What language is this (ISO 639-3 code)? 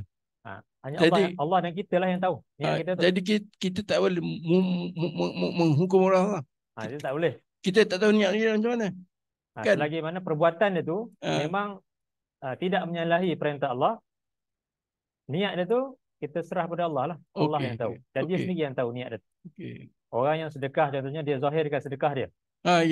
msa